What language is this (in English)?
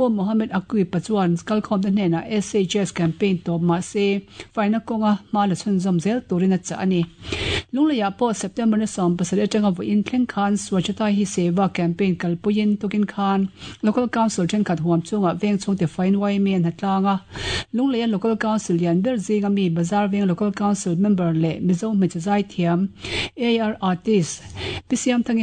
Mizo